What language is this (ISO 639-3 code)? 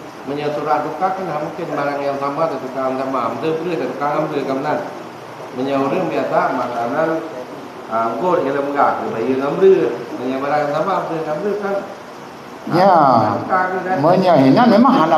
ace